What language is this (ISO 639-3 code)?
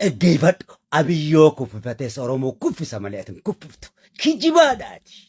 orm